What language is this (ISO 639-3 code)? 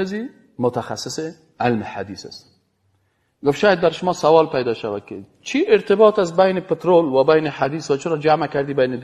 fas